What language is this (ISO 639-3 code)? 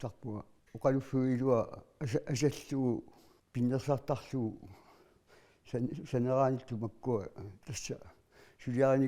kal